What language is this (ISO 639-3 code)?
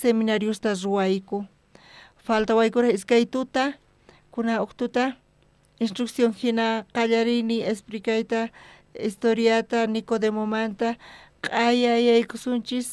quh